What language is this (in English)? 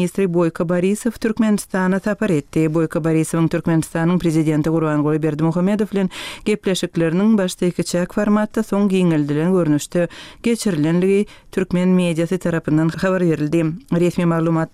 Turkmen